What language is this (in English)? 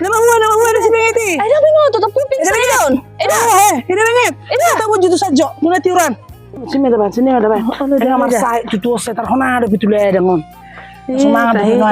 Batak Toba